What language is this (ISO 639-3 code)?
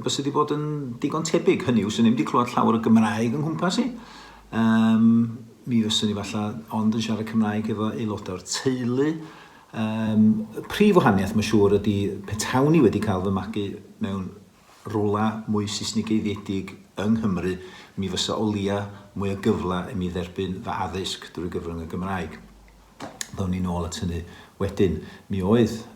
cym